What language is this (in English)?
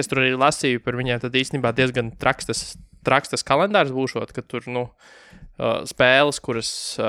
Latvian